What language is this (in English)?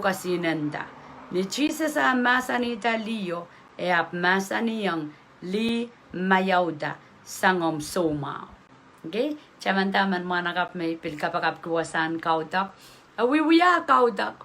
Pohnpeian